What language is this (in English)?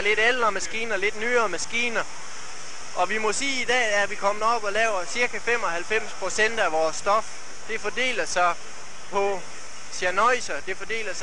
Danish